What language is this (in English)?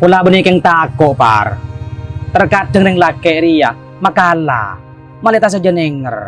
Madurese